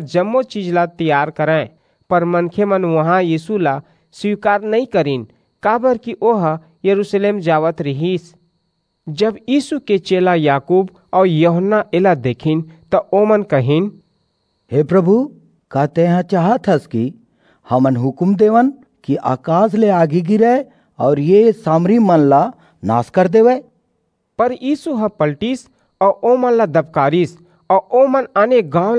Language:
Chhattisgarhi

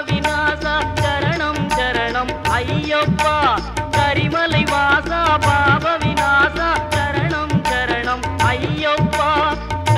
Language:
Tamil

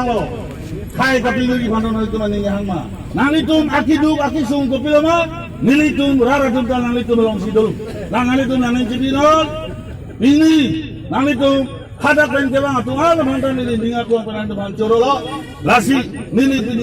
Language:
Karbi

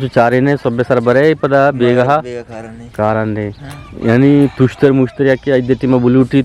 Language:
Eastern Balochi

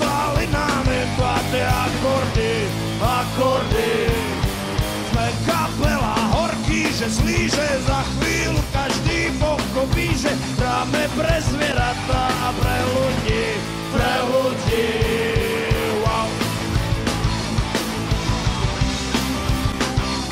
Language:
Slovak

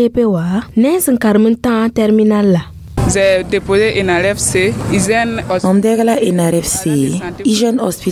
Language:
Mossi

